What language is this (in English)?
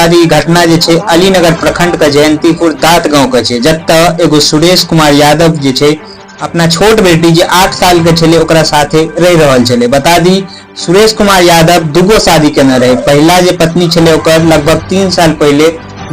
Maithili